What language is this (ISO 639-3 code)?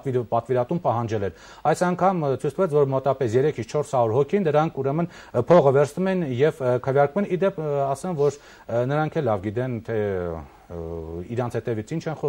hye